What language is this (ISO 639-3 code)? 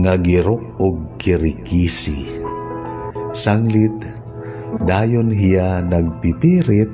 war